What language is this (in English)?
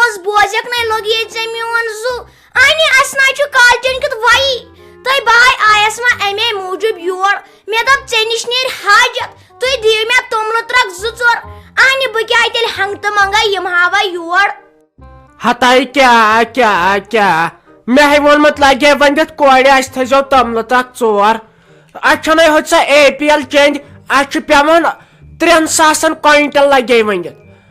Kashmiri